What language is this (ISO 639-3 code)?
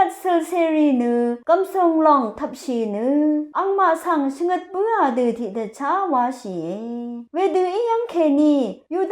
raw